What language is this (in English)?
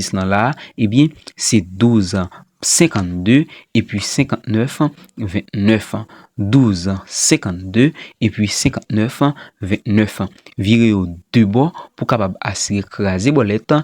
Haitian Creole